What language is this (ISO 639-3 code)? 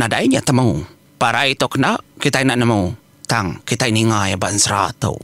iba